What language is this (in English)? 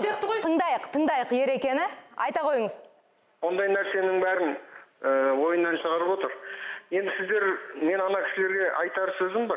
Kazakh